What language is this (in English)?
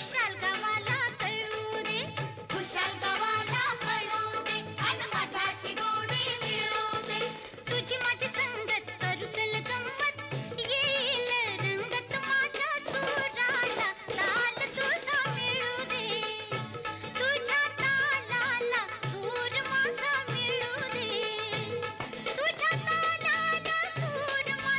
Marathi